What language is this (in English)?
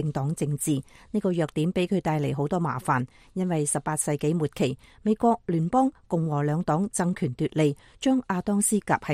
Cantonese